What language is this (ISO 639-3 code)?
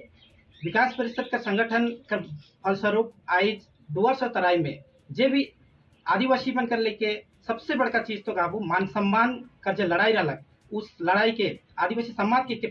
sck